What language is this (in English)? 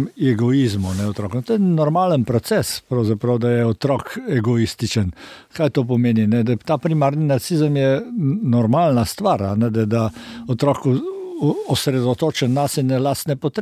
Slovenian